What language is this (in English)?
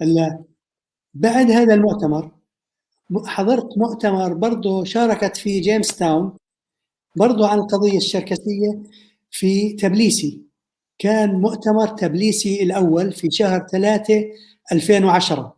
North Levantine Arabic